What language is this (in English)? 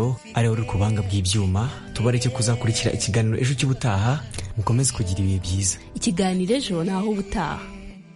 Kinyarwanda